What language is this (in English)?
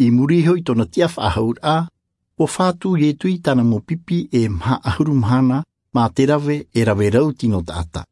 Tahitian